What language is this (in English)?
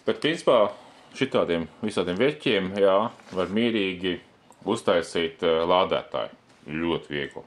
Latvian